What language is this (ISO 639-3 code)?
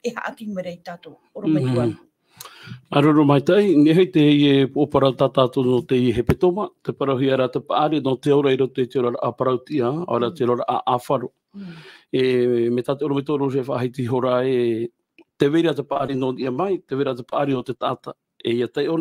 tah